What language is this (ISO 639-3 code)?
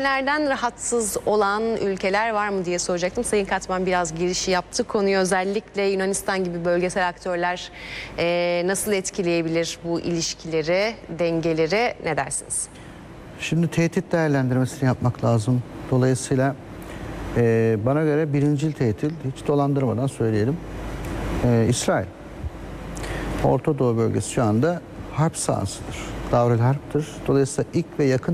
tur